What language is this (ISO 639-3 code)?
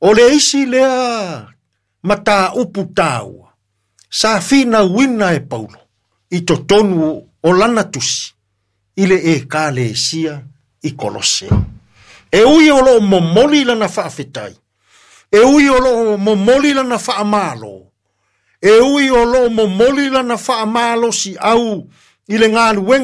smo